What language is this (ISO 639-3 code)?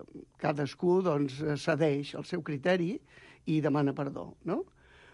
cat